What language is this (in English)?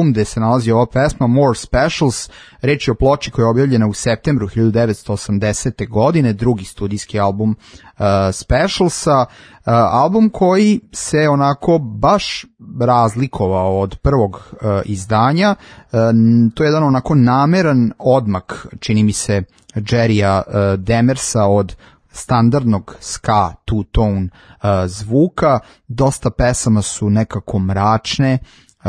Serbian